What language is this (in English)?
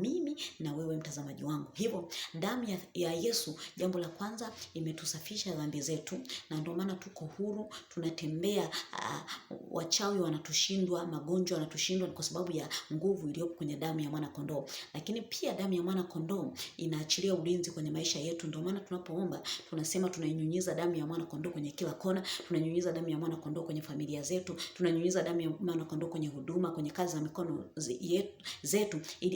Swahili